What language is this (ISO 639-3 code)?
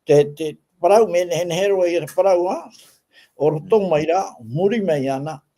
tah